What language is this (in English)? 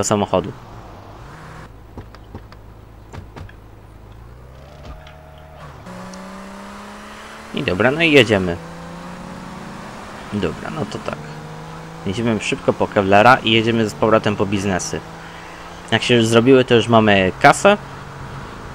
Polish